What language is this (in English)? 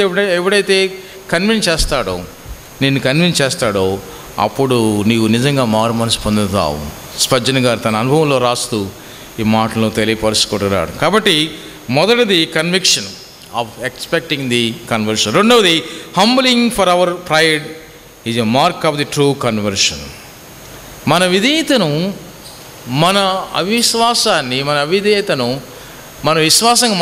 Telugu